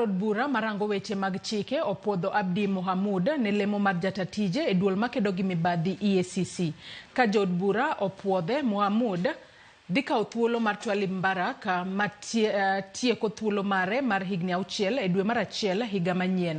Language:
Luo (Kenya and Tanzania)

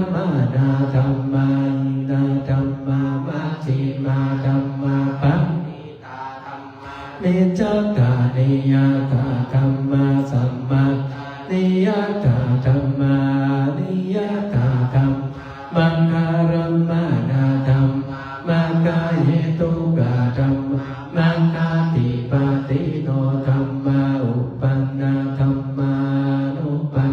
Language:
Pali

